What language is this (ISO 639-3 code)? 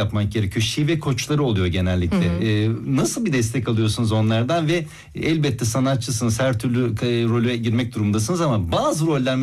tur